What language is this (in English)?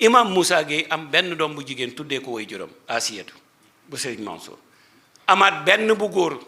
Wolof